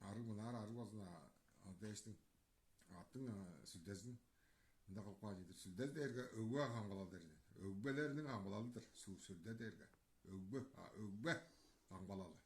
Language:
Tuvinian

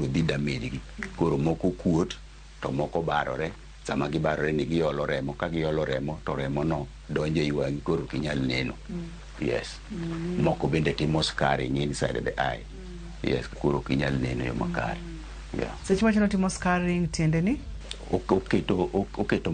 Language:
Luo (Kenya and Tanzania)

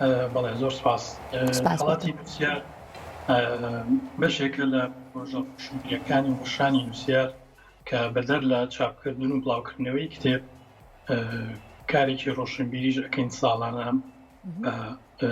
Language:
Central Kurdish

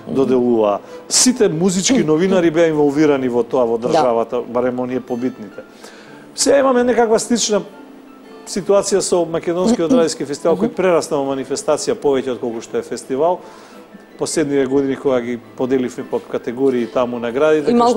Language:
Macedonian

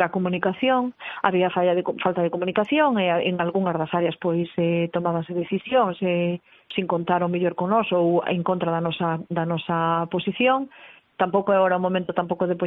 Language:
Galician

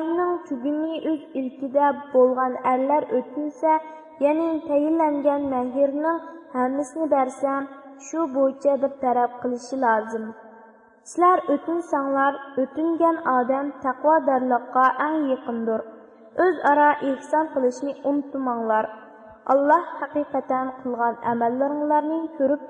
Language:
Uyghur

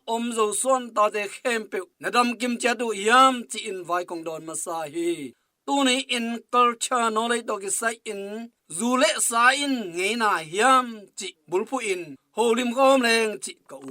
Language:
Tedim Chin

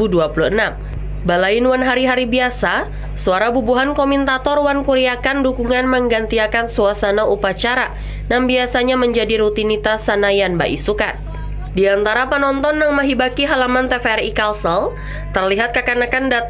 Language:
Banjar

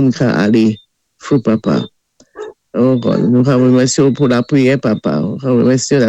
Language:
Saint Lucian Creole French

